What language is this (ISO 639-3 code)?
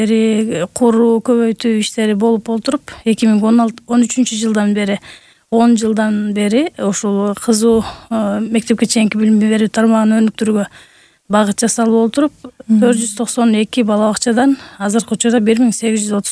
kir